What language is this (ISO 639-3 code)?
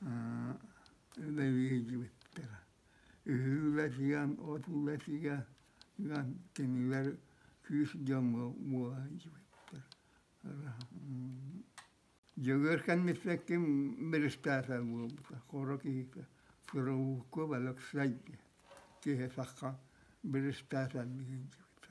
sah